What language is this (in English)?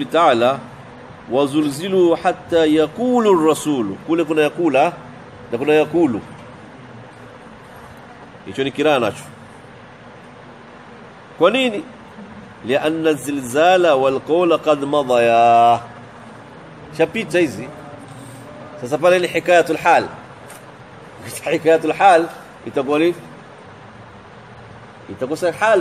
Swahili